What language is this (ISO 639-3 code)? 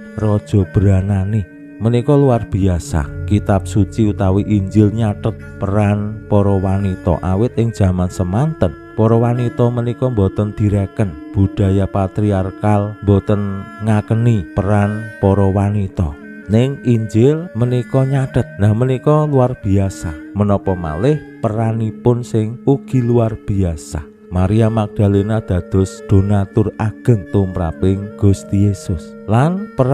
jav